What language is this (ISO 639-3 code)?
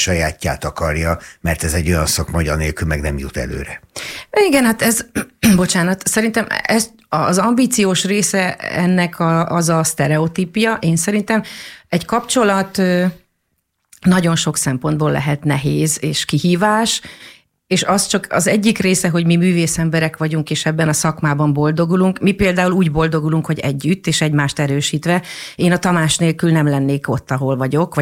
hun